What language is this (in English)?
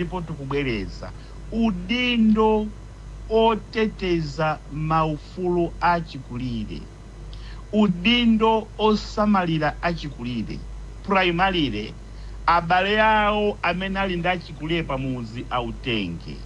Nyanja